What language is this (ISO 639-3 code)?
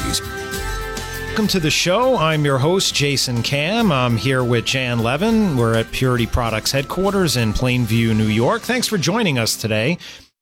eng